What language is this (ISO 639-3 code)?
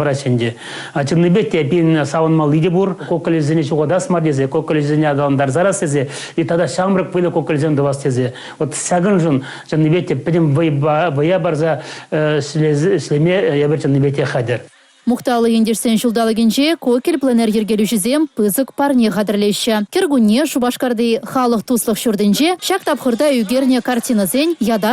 chv